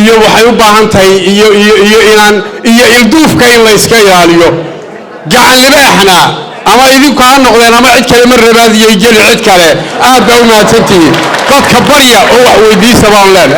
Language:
Somali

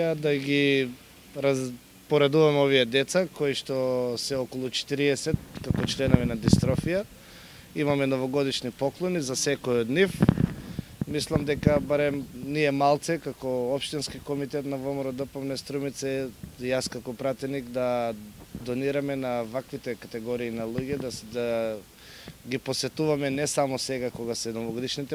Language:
Macedonian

